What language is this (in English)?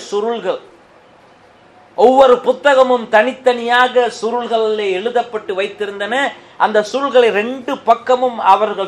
Tamil